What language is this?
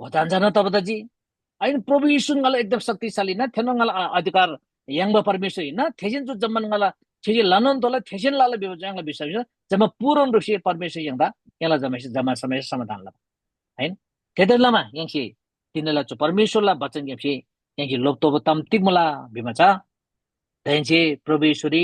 Eastern Tamang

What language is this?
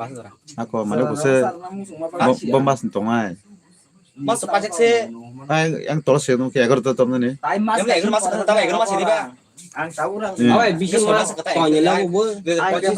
Kok Borok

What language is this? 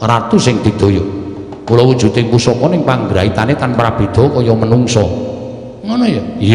Javanese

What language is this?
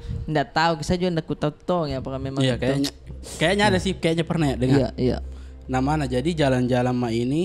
Makassar Malay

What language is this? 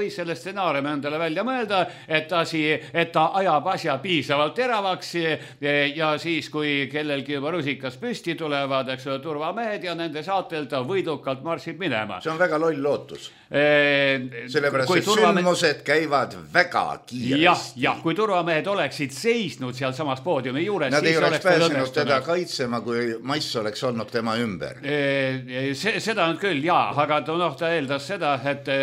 Estonian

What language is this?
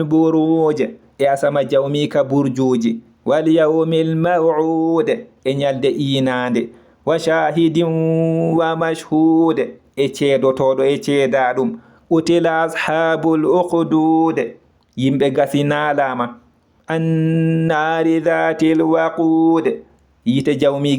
Fula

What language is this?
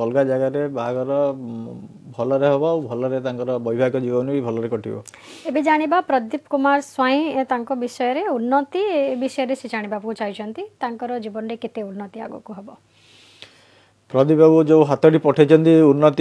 Odia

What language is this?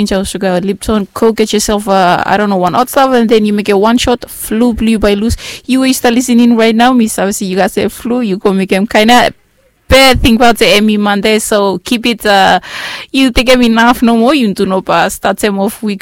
Bislama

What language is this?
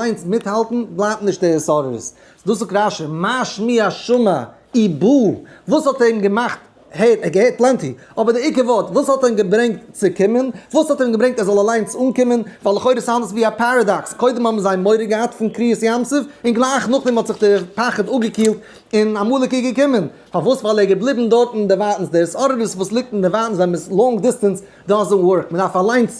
Yiddish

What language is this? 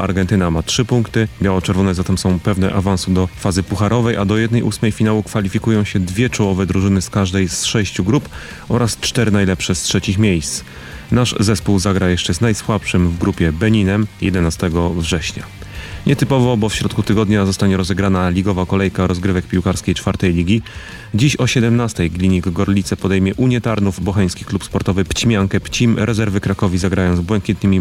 Polish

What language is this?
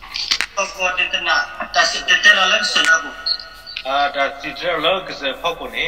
S'gaw Karen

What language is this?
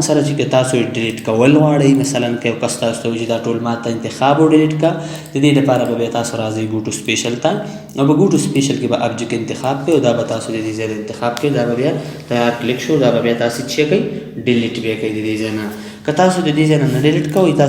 Pashto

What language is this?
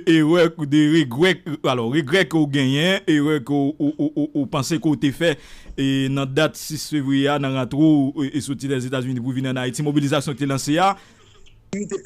Haitian Creole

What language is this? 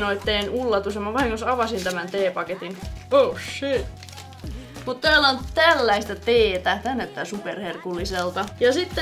Finnish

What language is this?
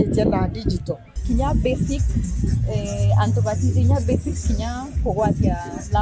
Meru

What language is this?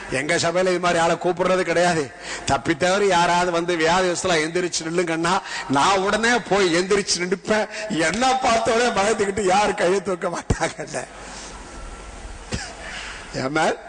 Tamil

